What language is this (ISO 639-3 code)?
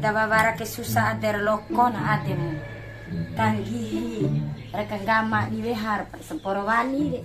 bhp